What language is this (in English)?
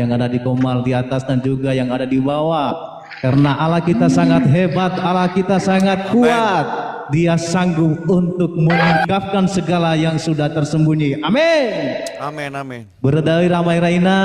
Nias